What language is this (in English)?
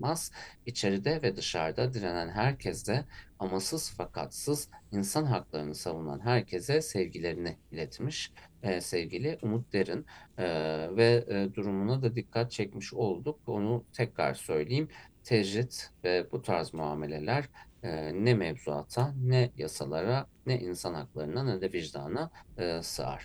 Turkish